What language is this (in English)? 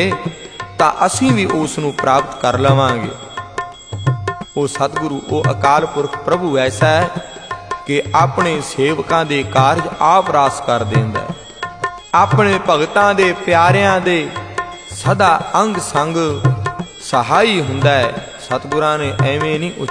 Punjabi